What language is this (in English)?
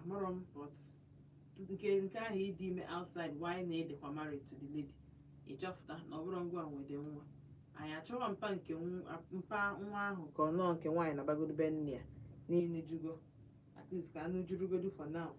Igbo